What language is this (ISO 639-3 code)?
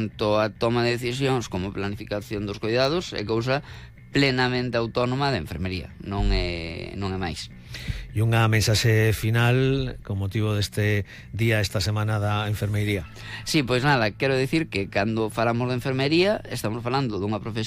glg